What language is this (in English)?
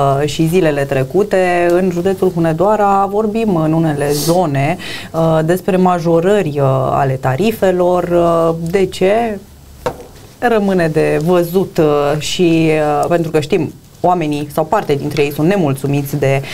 Romanian